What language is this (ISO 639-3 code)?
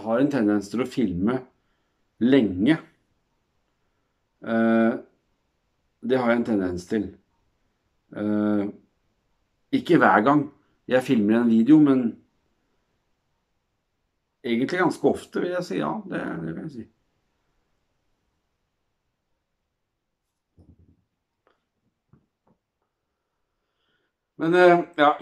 nor